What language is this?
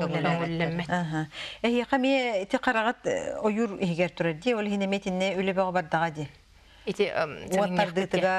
Yakut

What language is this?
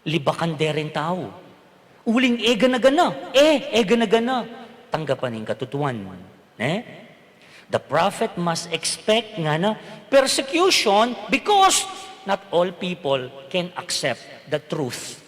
Pampanga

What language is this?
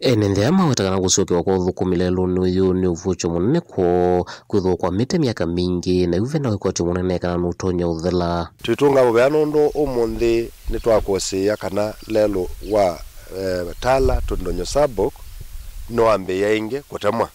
Kamba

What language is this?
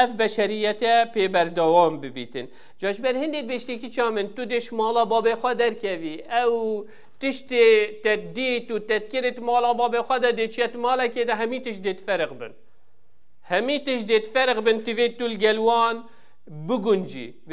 Kurdish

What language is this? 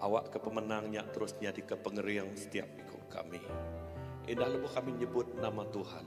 Iban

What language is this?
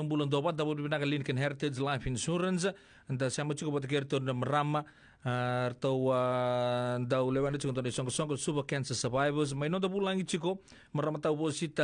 Fijian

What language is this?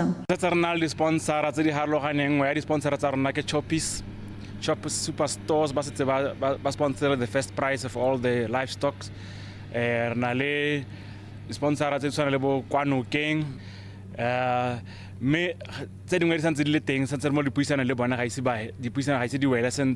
Tswana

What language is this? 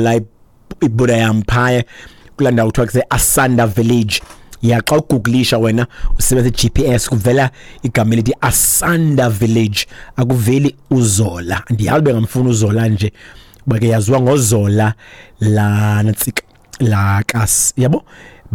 Xhosa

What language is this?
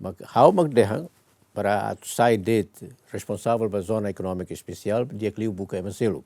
Tetum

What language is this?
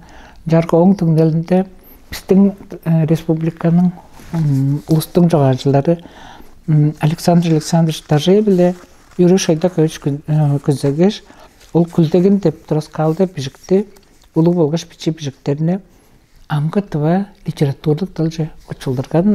Tuvinian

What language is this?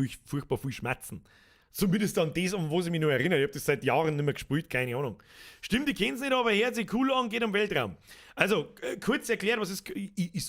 Bavarian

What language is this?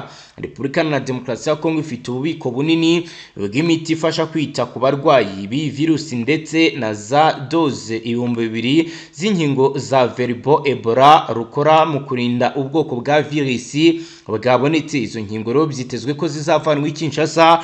Kinyarwanda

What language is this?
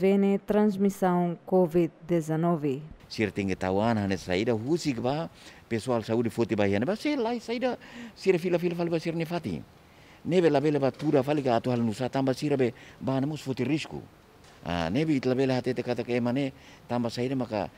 Tetum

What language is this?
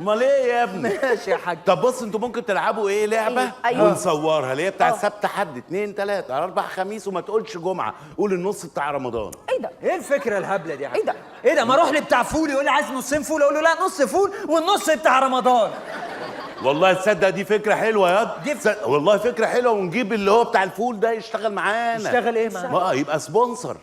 Egyptian Arabic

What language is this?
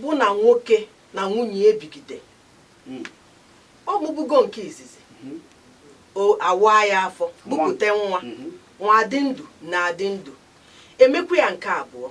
Igbo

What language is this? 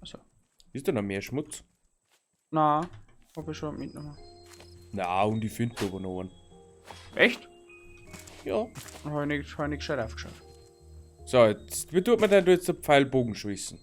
Bavarian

